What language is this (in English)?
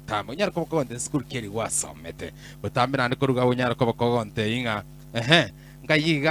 Gusii